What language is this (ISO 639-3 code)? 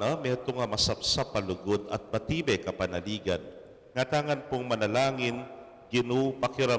pam